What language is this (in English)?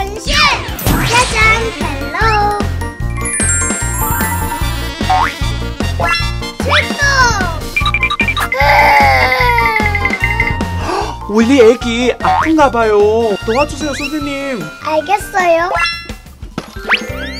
Korean